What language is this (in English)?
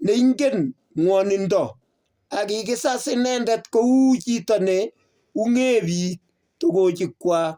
Kalenjin